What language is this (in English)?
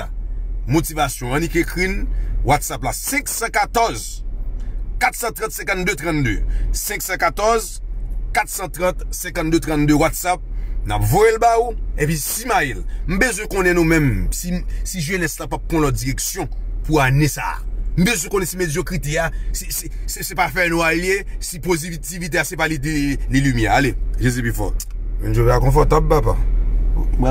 Haitian Creole